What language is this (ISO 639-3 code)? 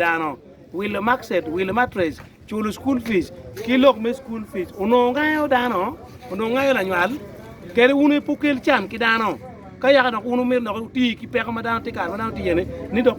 ach